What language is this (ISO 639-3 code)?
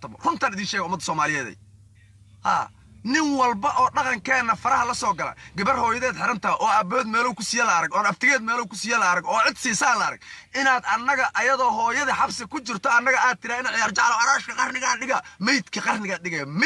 som